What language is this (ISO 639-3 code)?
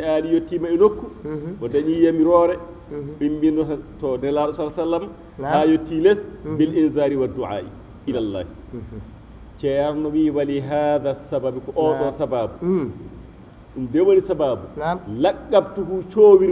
ful